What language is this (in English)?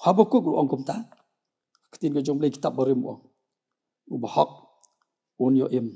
Khasi